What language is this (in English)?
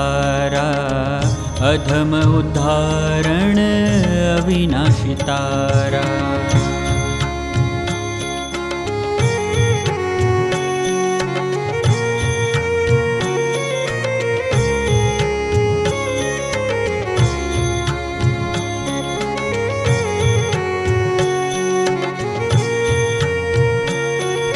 Gujarati